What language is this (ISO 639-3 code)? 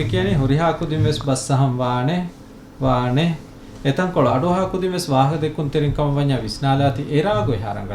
div